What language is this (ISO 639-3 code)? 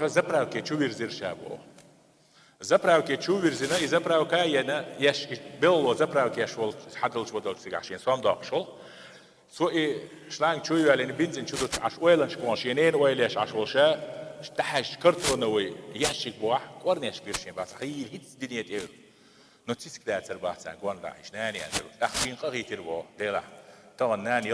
che